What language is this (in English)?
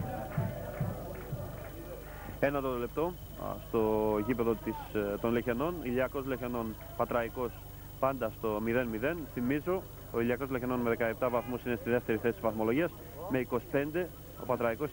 Greek